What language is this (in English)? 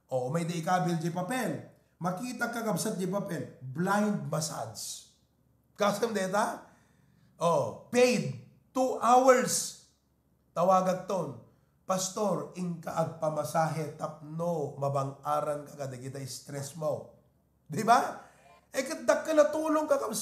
Iloko